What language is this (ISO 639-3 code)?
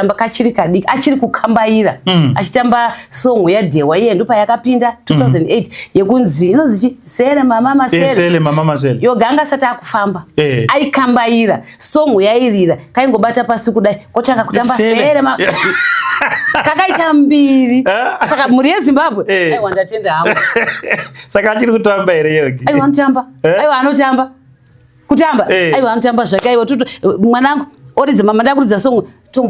sna